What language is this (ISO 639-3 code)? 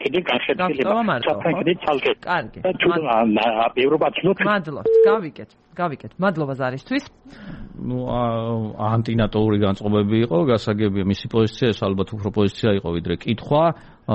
kat